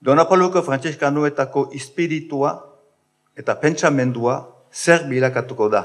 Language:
Basque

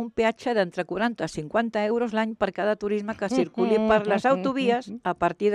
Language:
Catalan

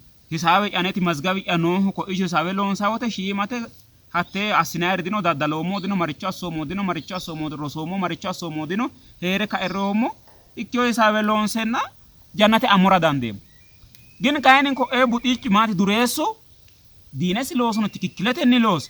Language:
Sidamo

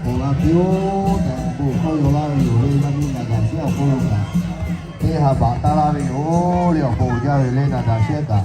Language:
Lahu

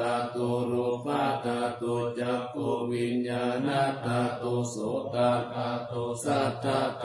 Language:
Pali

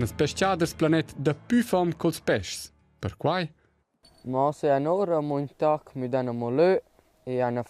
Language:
Romansh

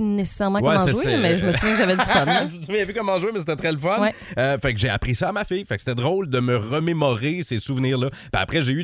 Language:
French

